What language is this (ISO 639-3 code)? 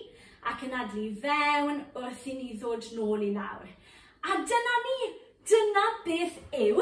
cym